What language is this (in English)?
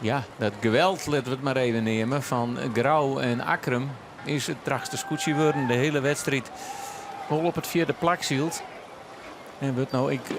Western Frisian